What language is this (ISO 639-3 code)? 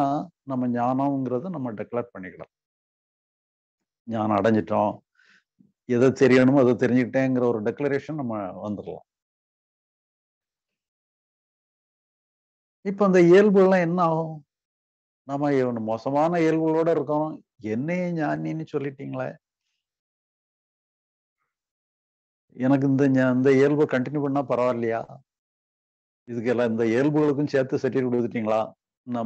tam